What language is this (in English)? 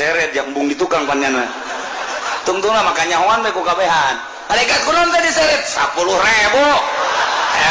Sundanese